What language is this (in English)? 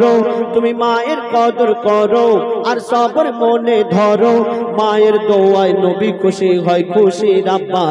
Bangla